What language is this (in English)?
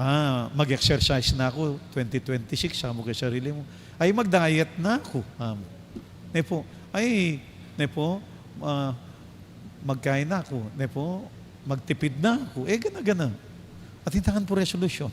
Pampanga